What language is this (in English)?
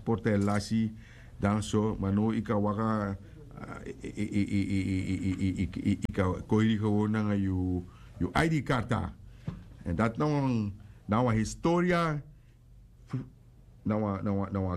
Sranan Tongo